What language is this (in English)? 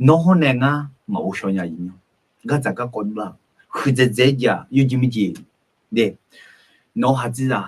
Akha